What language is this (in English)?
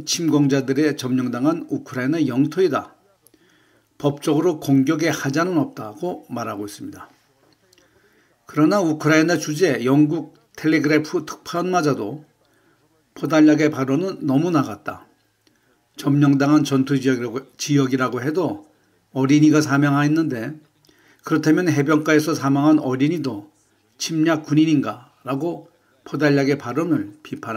Korean